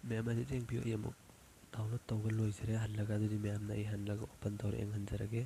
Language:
Manipuri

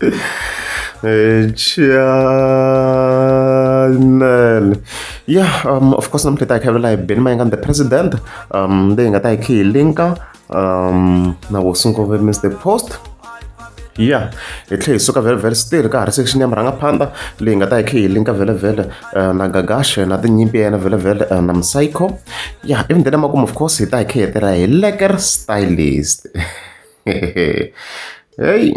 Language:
Tsonga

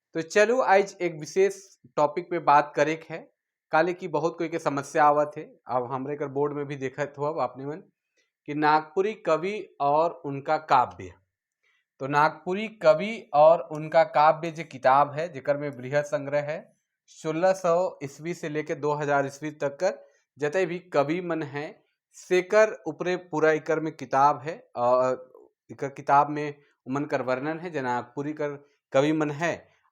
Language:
Sadri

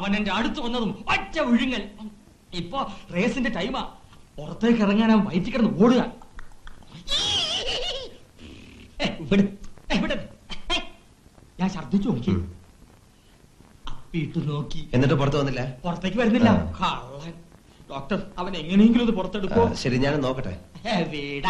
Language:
Malayalam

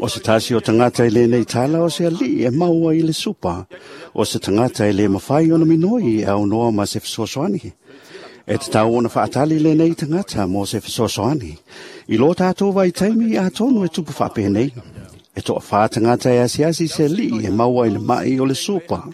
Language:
Samoan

